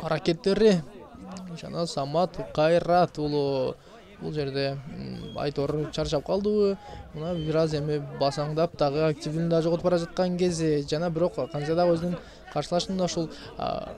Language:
Kyrgyz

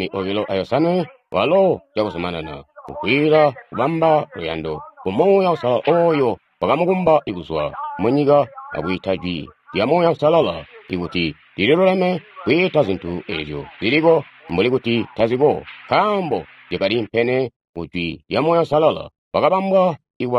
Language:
Tonga (Zambia)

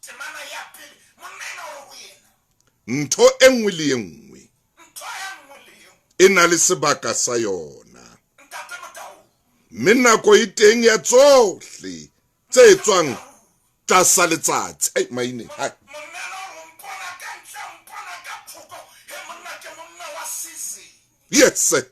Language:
Southern Sotho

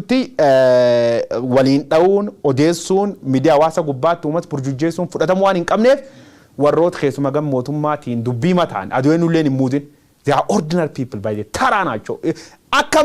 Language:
Oromo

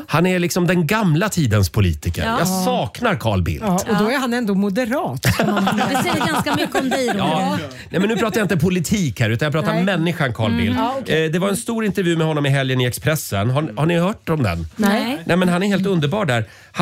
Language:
Swedish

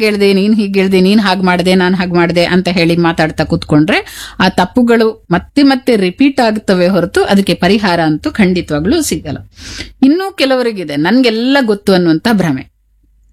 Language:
Kannada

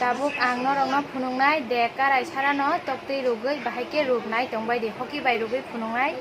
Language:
Kok Borok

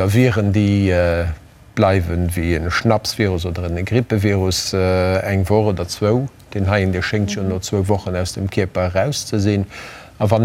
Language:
Luxembourgish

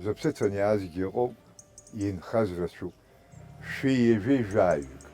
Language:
Abkhazian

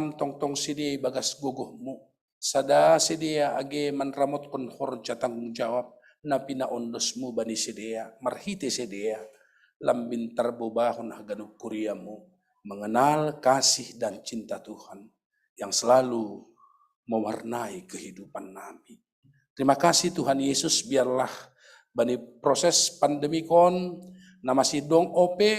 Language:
Batak Simalungun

